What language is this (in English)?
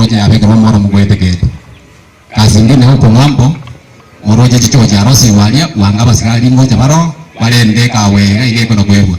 Gusii